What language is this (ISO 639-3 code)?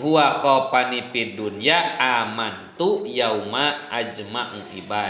sun